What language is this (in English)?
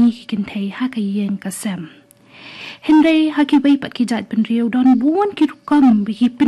Khasi